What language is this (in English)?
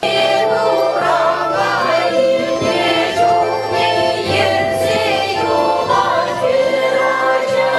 Chuvash